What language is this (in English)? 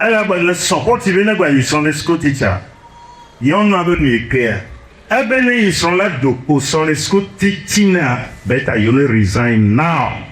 Ewe